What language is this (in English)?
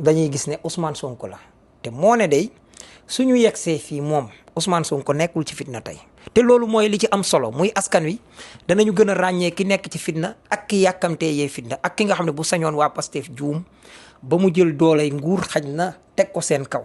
Wolof